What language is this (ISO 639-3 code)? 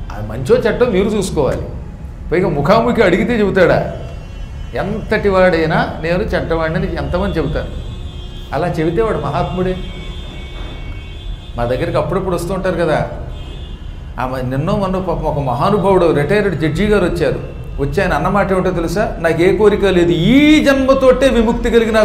tel